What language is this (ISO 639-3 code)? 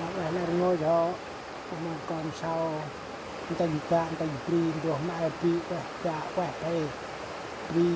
cmo